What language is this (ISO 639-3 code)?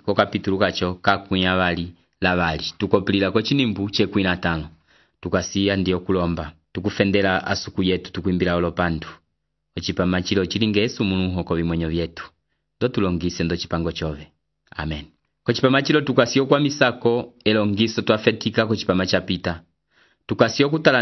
umb